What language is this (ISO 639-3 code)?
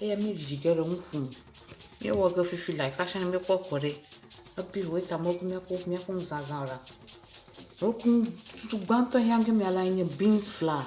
ewe